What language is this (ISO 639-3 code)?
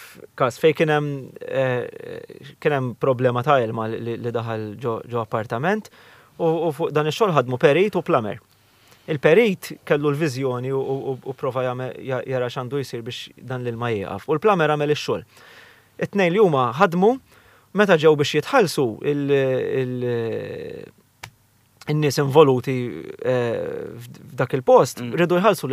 mlt